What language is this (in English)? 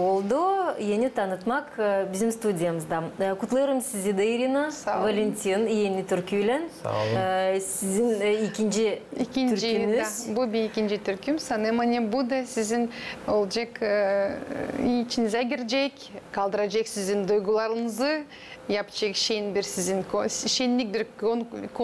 Gagauz